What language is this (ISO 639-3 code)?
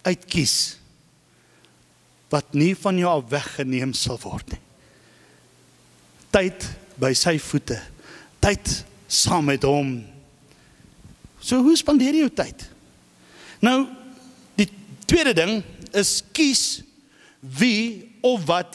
afr